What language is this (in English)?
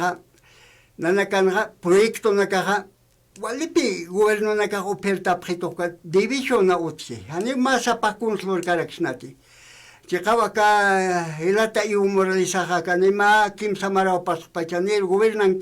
Aymara